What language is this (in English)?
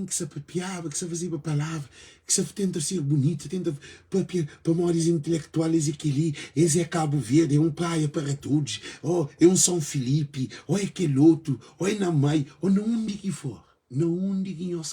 Kabuverdianu